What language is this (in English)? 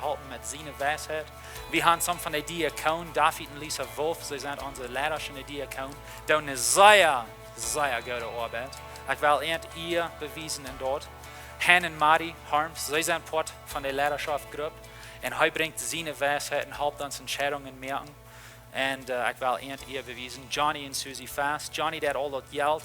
Plautdietsch